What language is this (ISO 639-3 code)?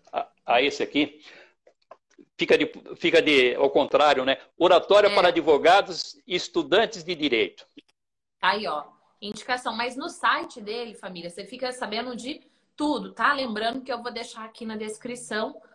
por